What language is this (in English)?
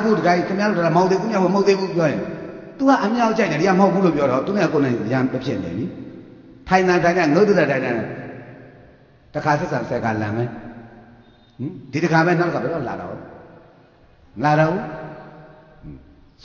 Burmese